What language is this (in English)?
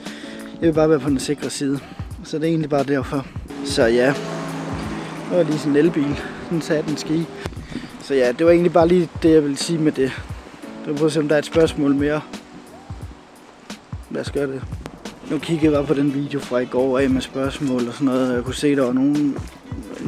Danish